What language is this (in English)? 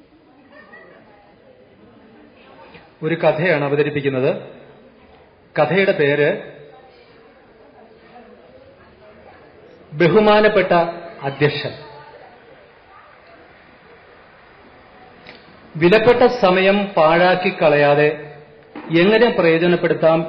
Malayalam